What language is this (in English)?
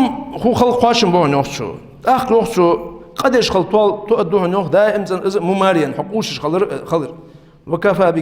Ingush